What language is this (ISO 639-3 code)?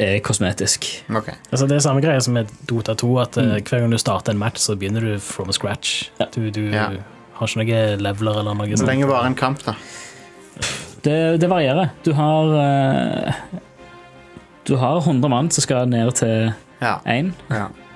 nor